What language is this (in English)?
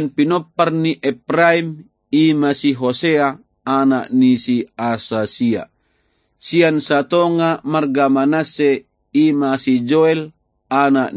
Batak Toba